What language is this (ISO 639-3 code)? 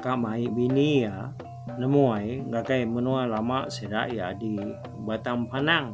iba